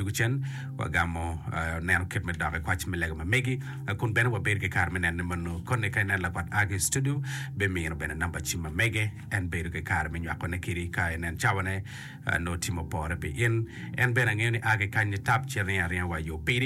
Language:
Acoli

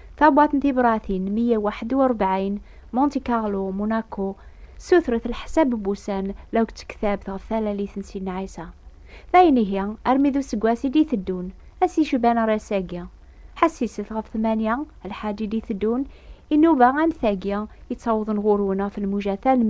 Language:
Kabyle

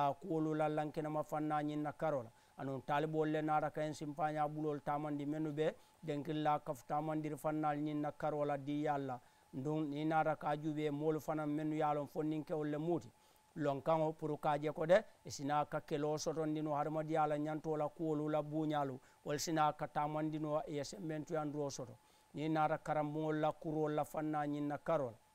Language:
Mandingo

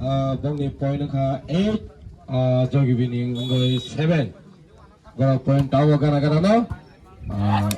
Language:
Kok Borok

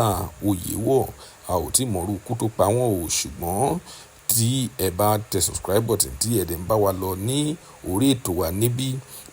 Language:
Yoruba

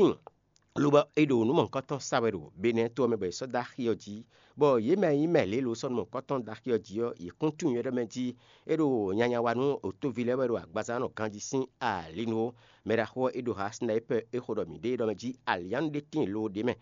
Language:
Fon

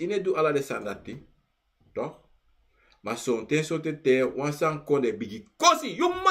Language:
Sranan Tongo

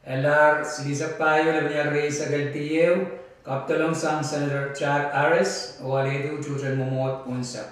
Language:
Pohnpeian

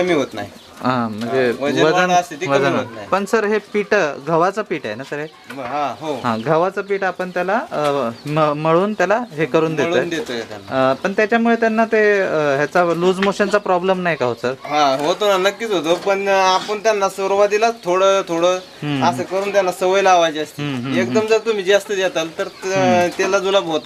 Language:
Marathi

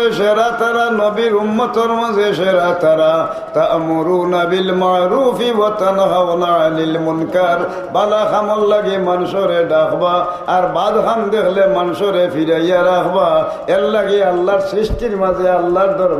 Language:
Sylheti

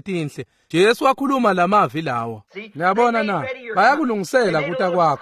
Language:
Swati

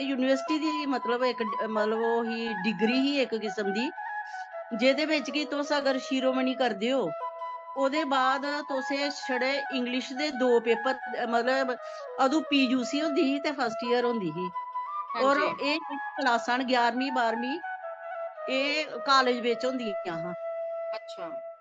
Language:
Dogri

